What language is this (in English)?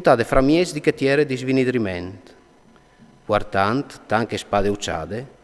Friulian